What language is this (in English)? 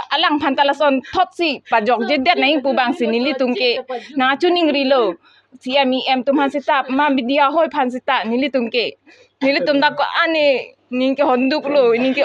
Karbi